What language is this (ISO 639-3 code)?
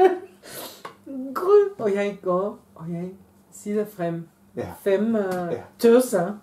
dan